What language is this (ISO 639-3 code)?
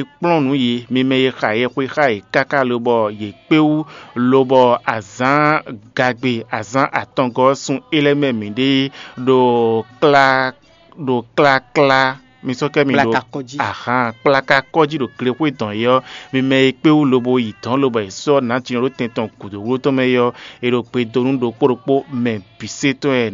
fon